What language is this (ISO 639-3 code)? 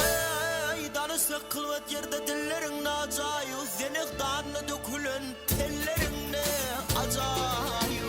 tuk